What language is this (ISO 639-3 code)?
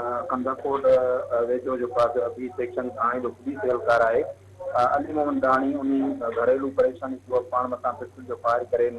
snd